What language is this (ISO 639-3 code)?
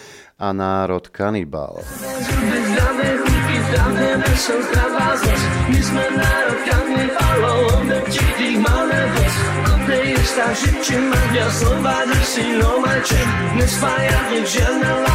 slk